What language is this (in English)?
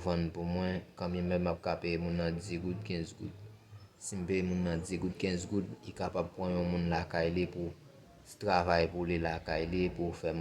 Haitian Creole